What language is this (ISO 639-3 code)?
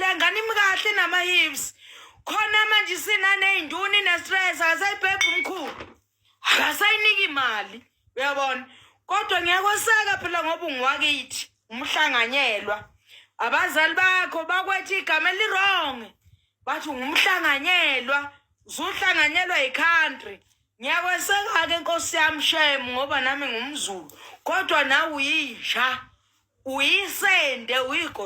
zul